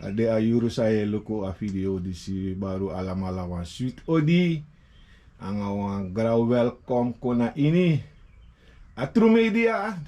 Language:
Sranan Tongo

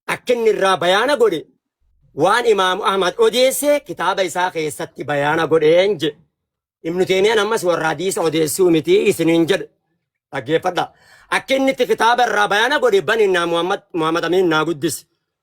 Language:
Oromo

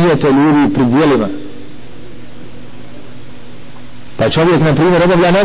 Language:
Bosnian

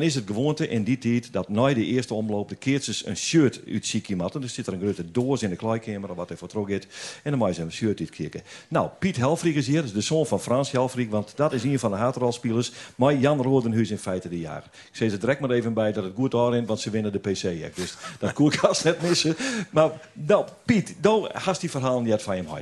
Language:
Western Frisian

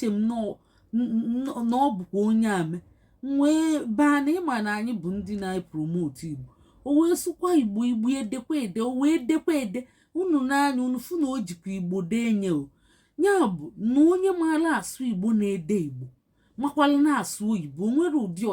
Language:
Igbo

